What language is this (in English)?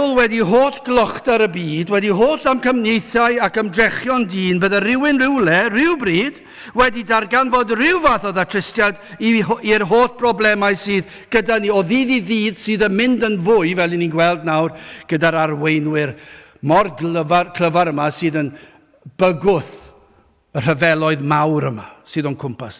Welsh